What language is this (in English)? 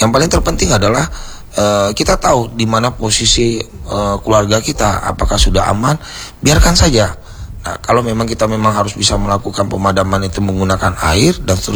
Indonesian